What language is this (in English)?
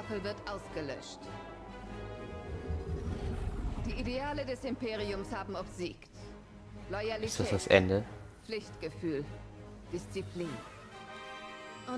German